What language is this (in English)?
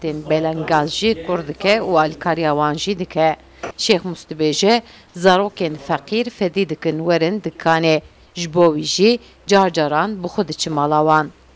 Kurdish